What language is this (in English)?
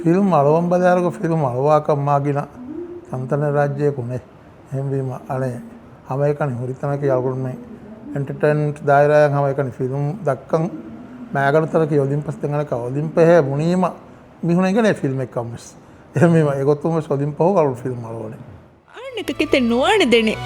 Divehi